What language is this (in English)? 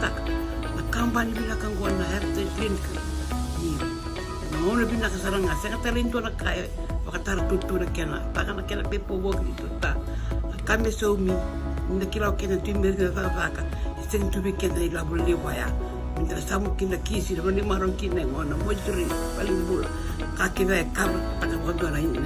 Fijian